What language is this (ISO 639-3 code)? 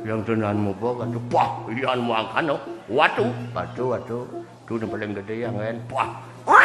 ban